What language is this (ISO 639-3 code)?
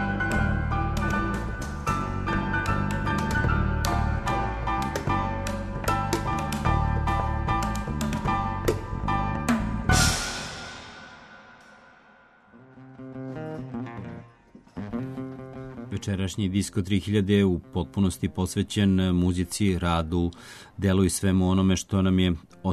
srp